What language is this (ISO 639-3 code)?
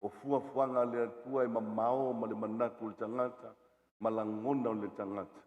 smo